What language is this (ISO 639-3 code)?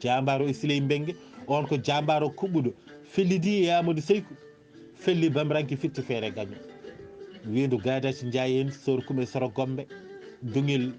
ful